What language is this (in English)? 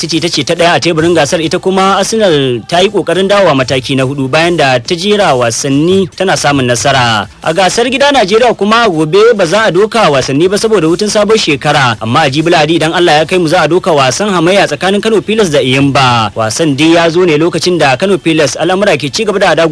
Hausa